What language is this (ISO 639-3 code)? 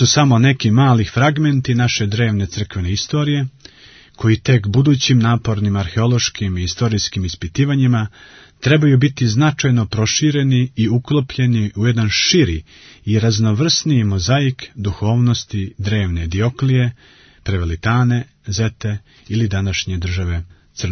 srp